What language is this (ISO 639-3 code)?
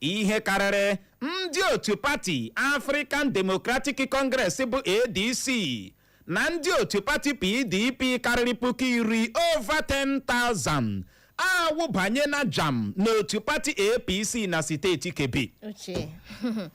ibo